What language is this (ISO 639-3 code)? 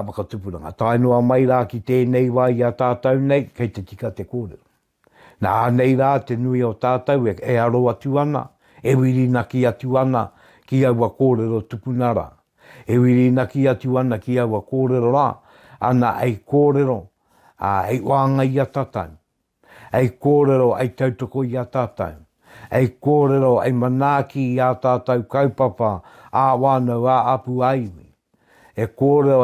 mri